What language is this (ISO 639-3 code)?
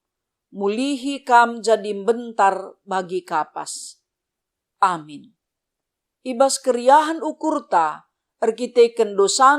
btx